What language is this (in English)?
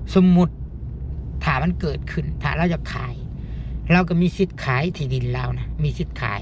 Lao